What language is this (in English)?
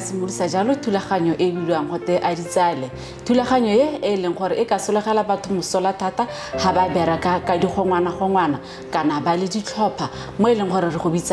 Tswana